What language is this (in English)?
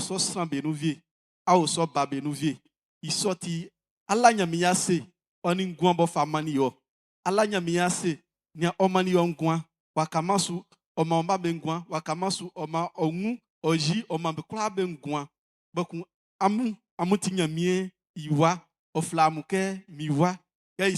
Baoulé